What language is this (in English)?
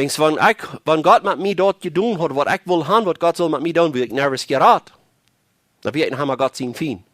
Plautdietsch